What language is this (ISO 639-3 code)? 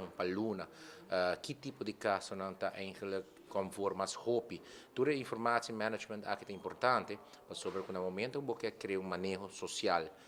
pap